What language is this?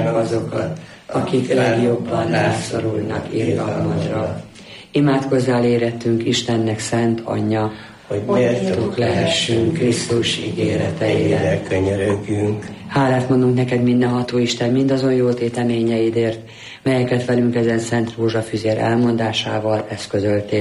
Hungarian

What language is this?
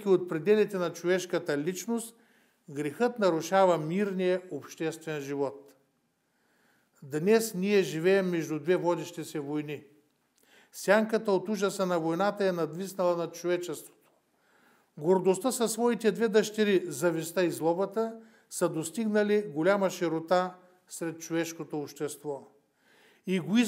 Bulgarian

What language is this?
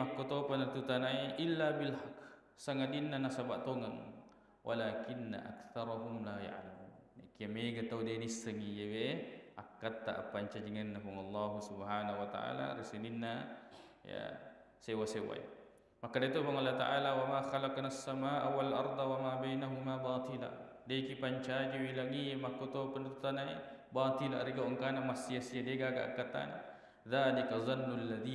Buginese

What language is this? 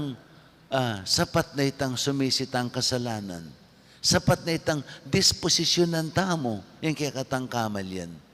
Pampanga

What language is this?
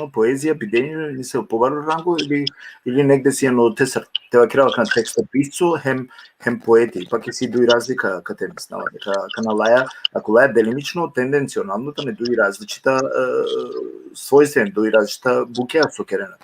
Balkan Romani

